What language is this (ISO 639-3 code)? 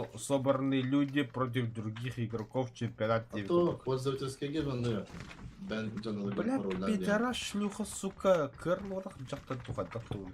sah